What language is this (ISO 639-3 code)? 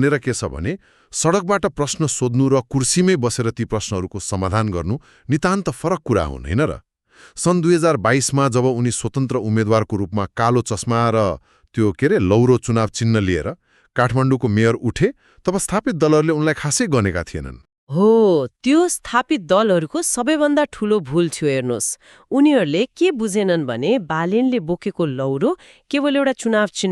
nep